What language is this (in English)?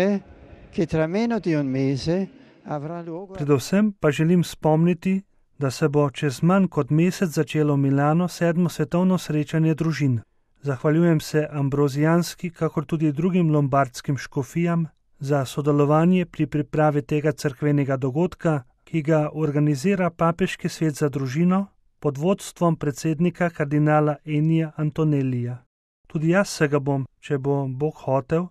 Slovenian